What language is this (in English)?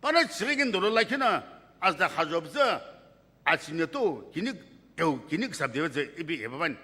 Sumi Naga